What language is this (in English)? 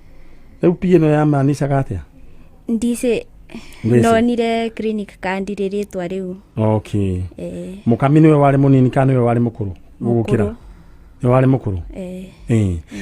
Kikuyu